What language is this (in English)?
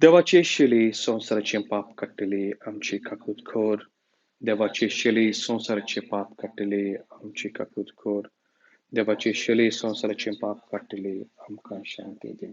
Konkani